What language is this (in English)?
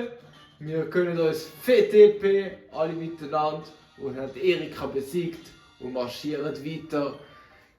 Swiss German